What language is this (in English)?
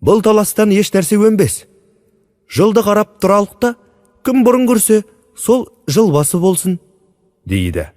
Kazakh